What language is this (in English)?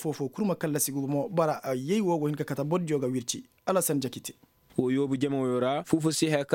Koyraboro Senni